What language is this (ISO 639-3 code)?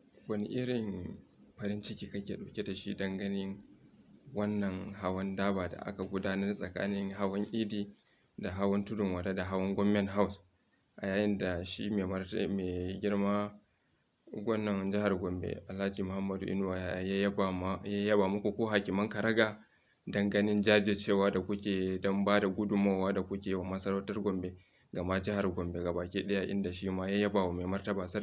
hau